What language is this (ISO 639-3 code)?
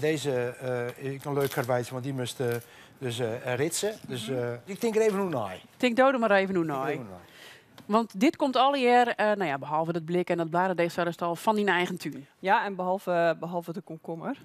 fry